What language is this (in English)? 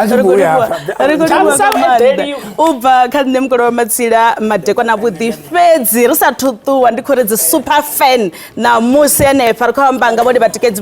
Venda